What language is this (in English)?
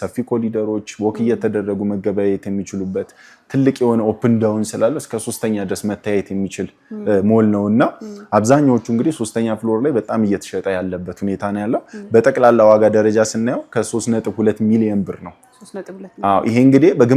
Amharic